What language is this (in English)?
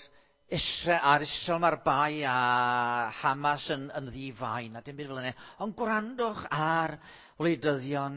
Welsh